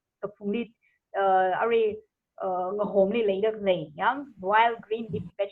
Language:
Tangkhul Naga (India)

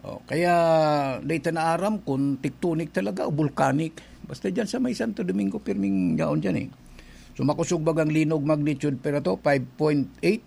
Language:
Bikol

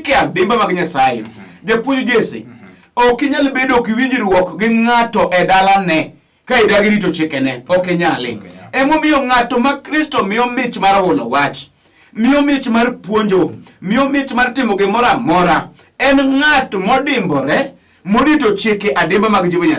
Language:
Luo (Kenya and Tanzania)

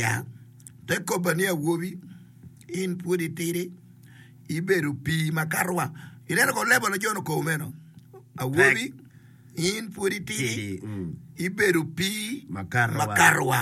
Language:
Acoli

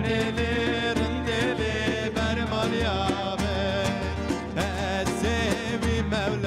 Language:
Kurdish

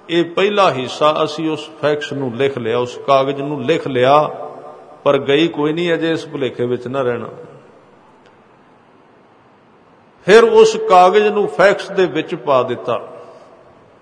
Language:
Punjabi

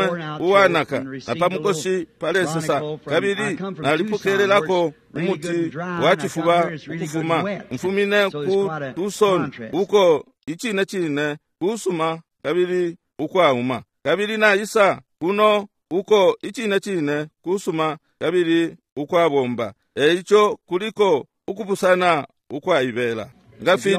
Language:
Bemba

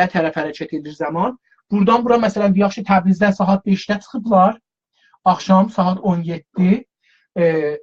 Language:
South Azerbaijani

